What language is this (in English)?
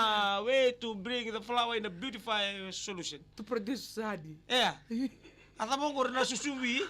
Fijian